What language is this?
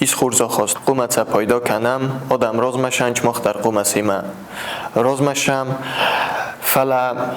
Ossetic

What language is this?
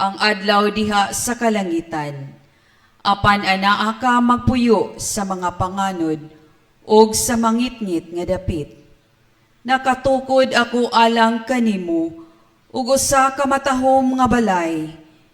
Cebuano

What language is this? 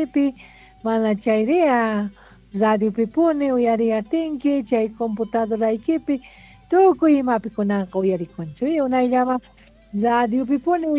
South Bolivian Quechua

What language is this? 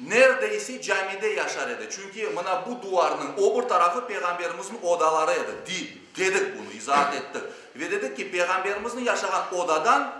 Crimean Tatar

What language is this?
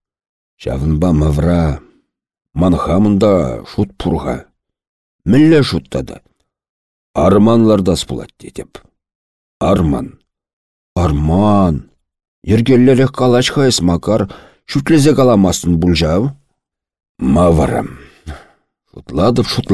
Chuvash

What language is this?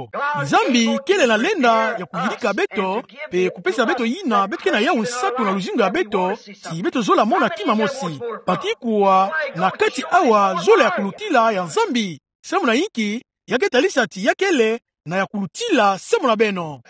Kituba (Democratic Republic of Congo)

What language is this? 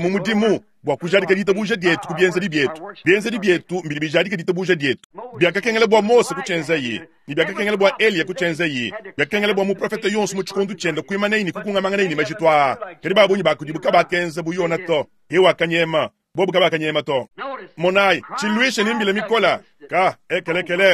Luba-Lulua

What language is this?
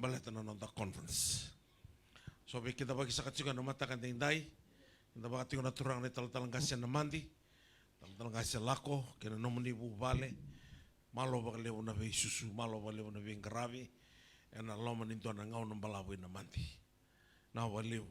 Fijian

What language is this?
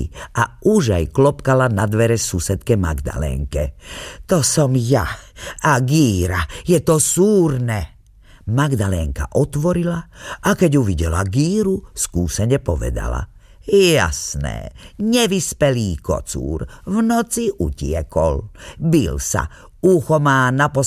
Slovak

